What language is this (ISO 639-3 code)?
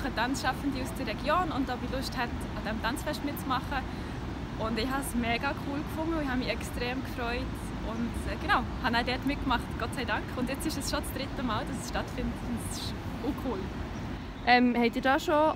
gsw